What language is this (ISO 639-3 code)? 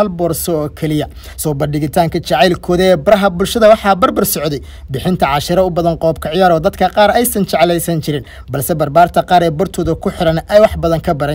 som